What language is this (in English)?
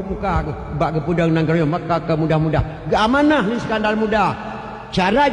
Achinese